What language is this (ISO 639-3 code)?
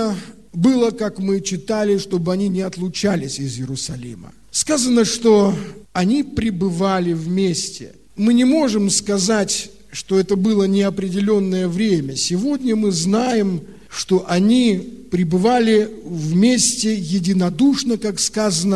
rus